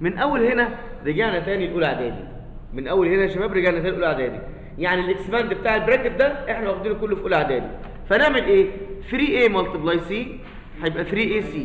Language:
Egyptian Arabic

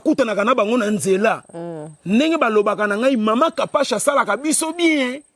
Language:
Lingala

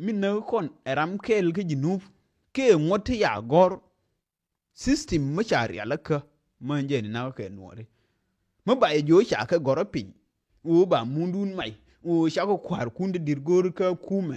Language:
Nuer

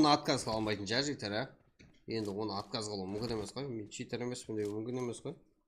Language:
Kara-Kalpak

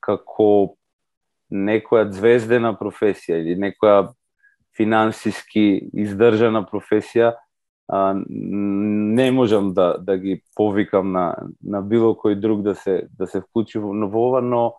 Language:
Macedonian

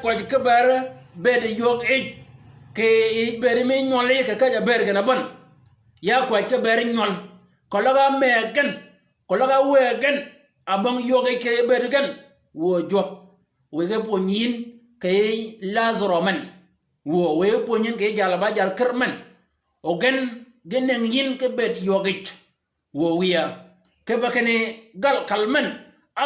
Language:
Shilluk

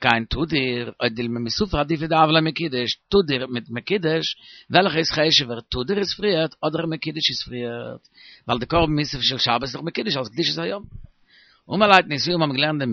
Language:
Yiddish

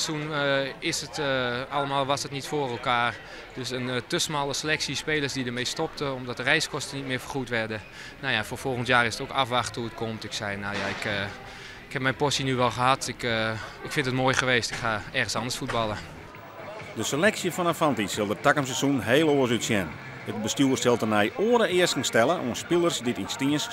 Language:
Western Frisian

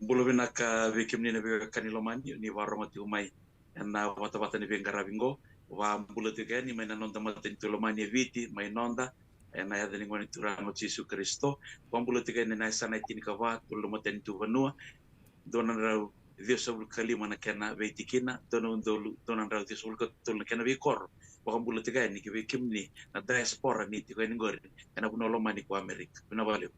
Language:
Fijian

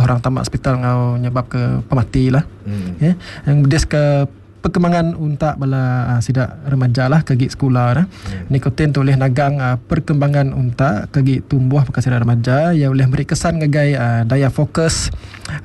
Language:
Iban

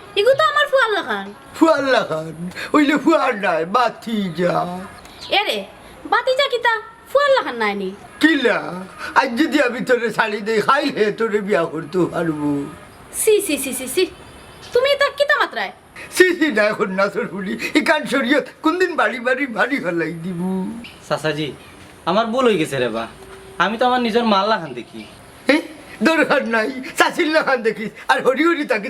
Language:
Sylheti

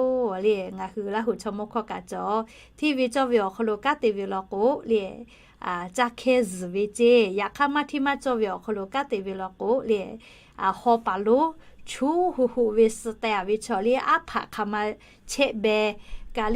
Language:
Lahu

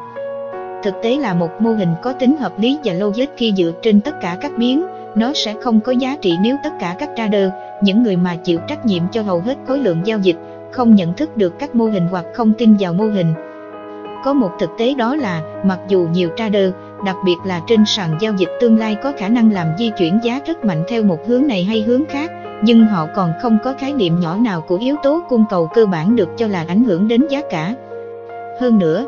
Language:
Vietnamese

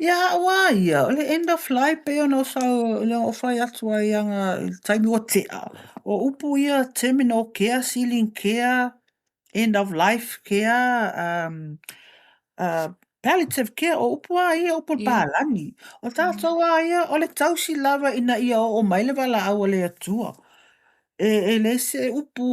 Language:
Samoan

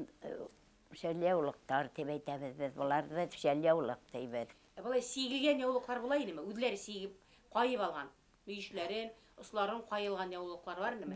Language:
Bashkir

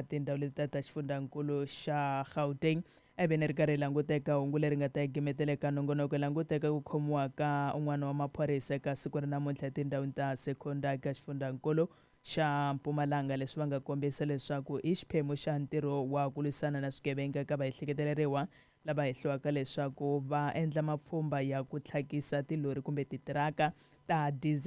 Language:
Tsonga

